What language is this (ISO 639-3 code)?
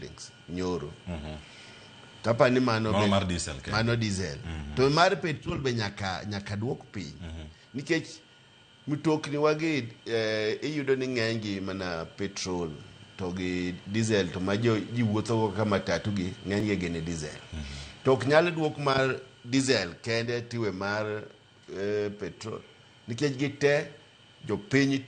luo